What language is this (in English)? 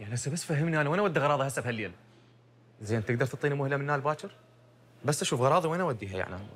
Mesopotamian Arabic